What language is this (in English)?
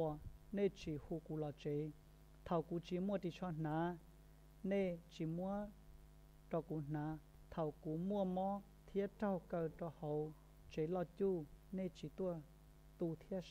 Hmong